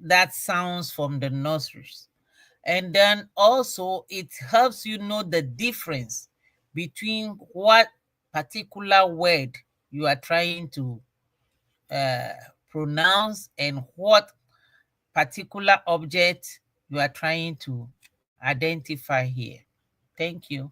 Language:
Ewe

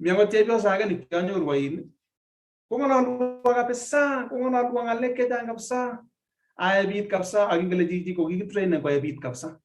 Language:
Kalenjin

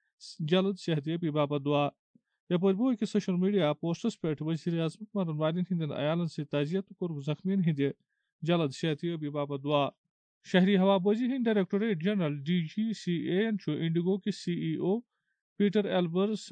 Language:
Kashmiri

